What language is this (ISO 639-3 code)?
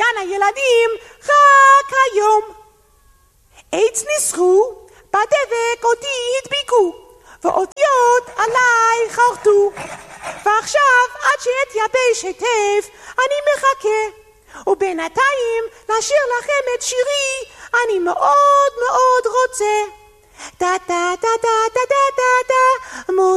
heb